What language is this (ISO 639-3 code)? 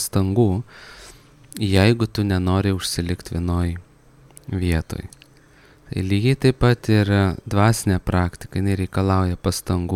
lit